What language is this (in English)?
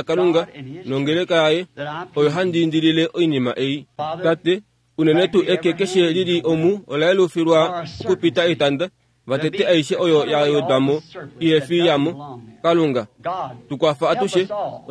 Kuanyama